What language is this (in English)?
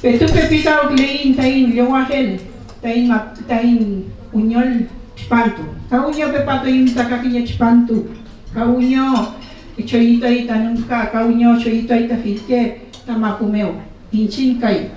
Mapuche